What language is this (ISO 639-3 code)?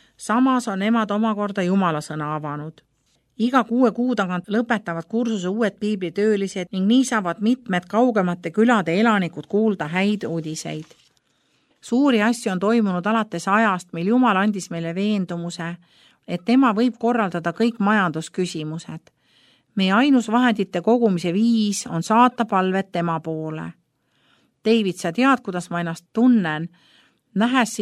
est